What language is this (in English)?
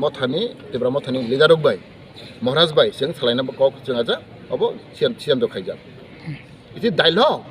Kok Borok